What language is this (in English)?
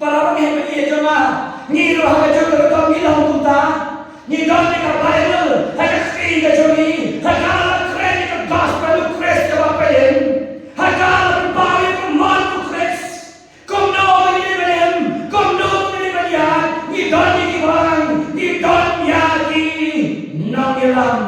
Khasi